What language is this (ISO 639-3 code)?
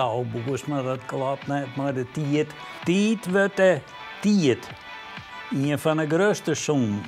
fry